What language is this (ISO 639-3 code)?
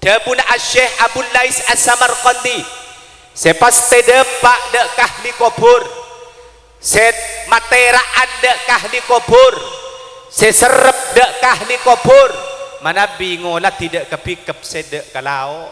mad